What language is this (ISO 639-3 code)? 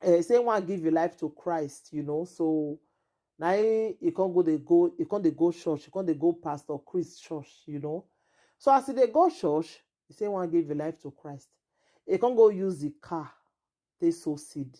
pcm